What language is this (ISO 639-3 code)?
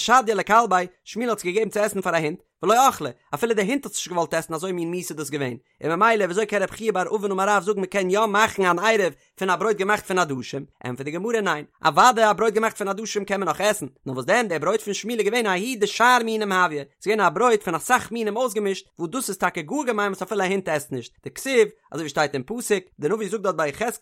yid